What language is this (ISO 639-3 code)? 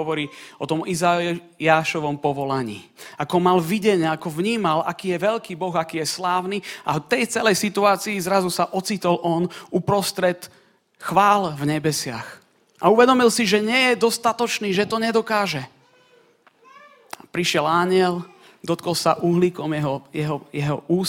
slk